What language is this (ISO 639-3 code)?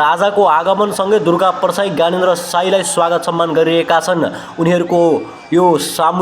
nep